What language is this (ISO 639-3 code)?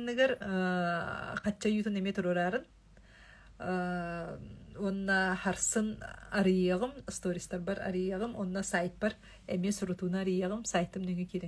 sah